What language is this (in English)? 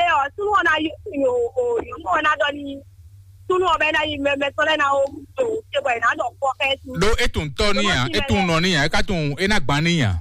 Fon